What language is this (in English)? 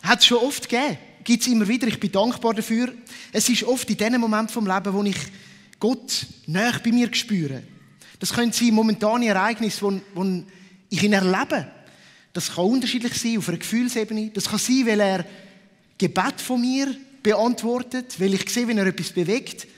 Swiss German